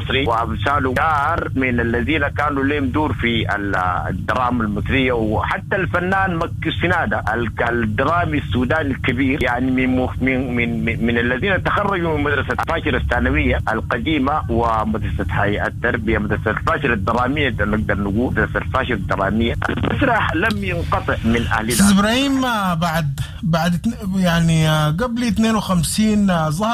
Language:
Sudanese Arabic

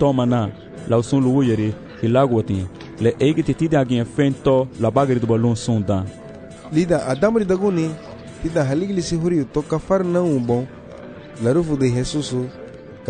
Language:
Garifuna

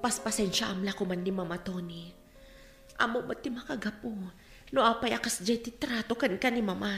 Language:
Iloko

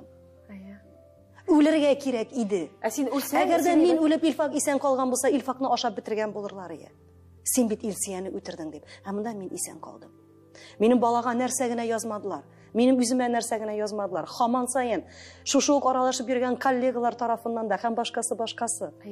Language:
Tatar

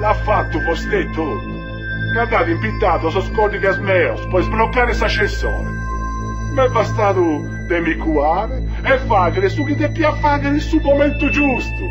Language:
Sardinian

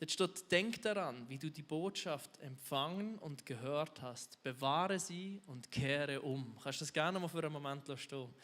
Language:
Swiss German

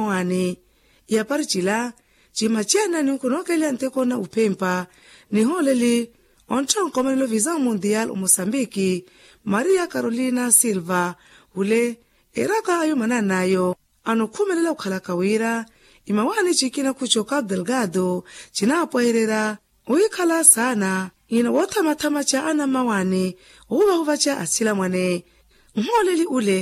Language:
Makhuwa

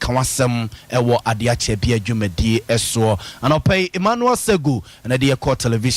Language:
Akan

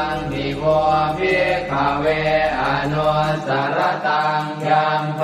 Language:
Pali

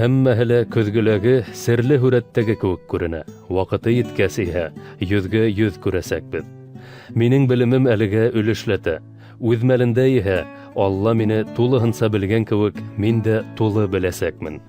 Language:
Bashkir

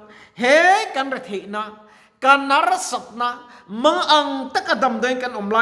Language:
Mizo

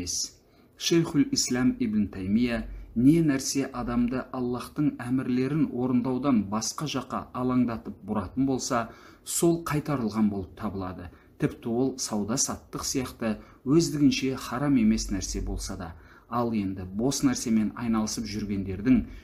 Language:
Kazakh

